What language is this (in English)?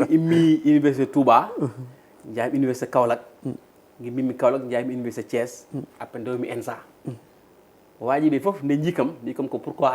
Fula